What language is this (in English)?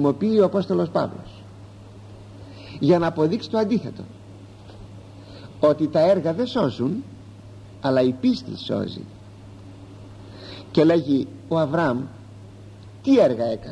Greek